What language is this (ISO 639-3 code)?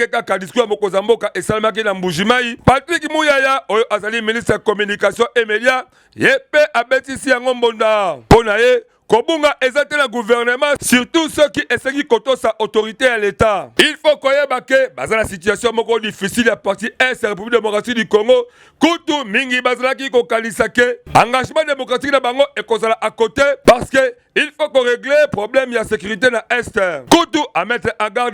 lin